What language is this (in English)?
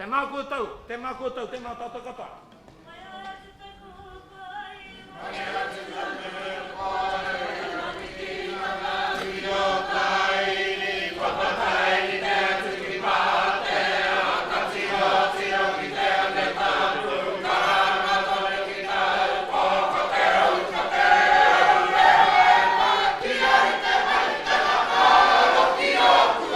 Māori